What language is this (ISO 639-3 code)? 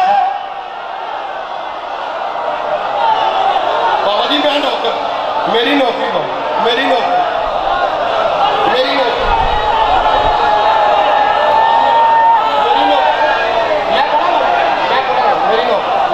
urd